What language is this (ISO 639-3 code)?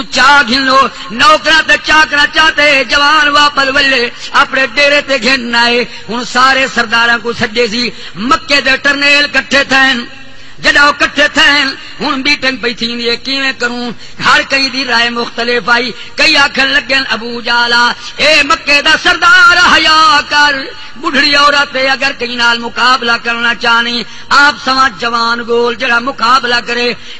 skr